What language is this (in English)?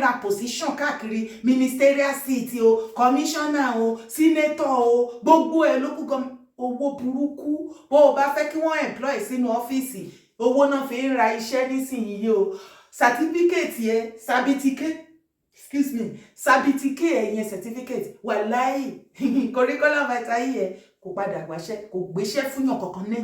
Yoruba